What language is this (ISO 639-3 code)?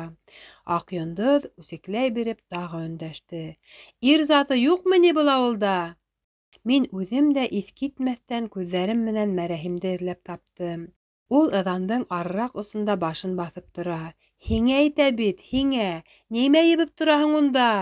bak